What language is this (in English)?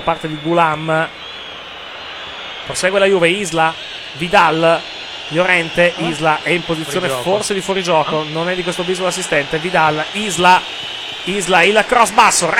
Italian